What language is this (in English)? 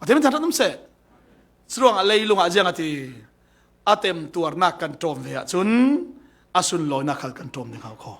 Falam Chin